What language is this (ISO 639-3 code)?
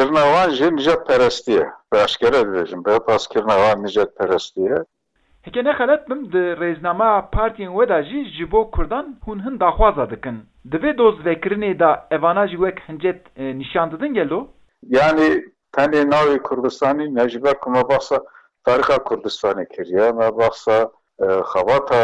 kur